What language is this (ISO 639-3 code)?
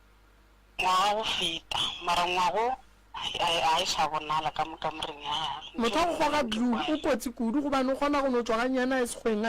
nso